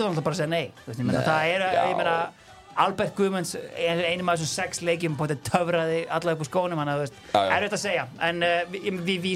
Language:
Icelandic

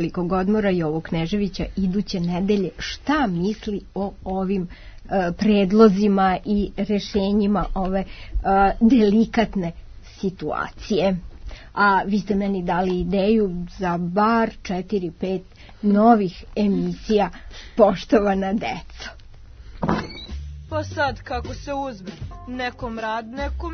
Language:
Serbian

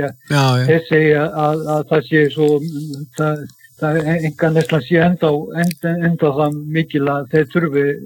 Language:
Icelandic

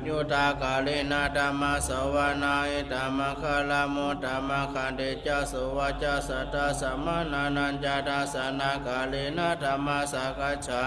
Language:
Pali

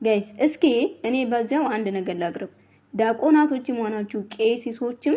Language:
Amharic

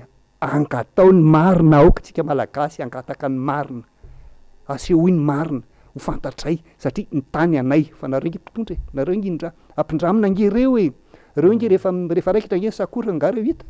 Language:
Malagasy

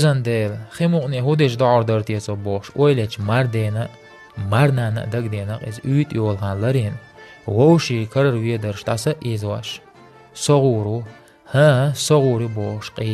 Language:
Chechen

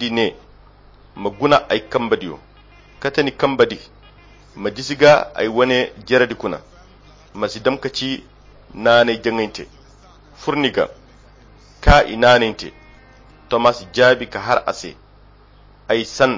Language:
Koyra Chiini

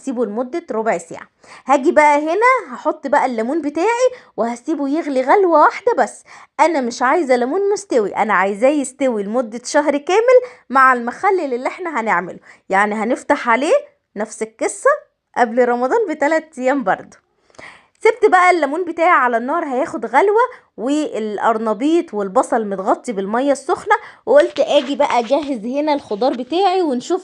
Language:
Egyptian Arabic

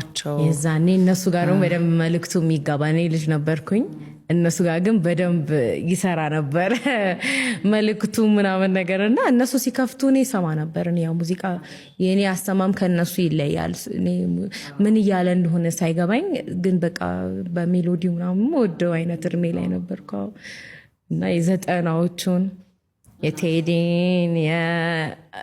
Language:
Amharic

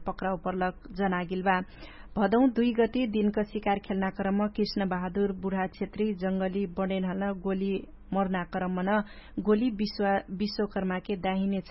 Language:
Dangaura Tharu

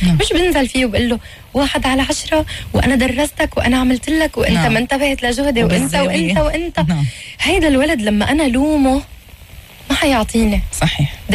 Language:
North Levantine Arabic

